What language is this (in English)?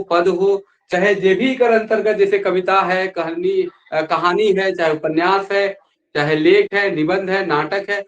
Sadri